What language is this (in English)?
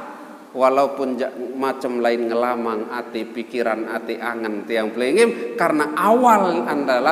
Sasak